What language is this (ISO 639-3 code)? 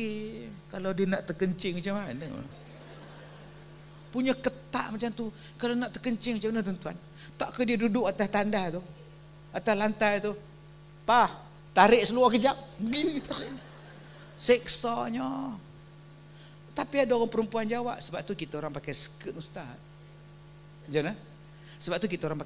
msa